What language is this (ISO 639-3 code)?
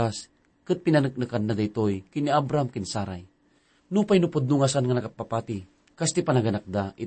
ilo